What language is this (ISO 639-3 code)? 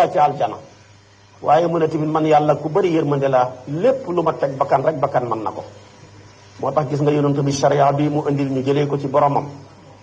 wol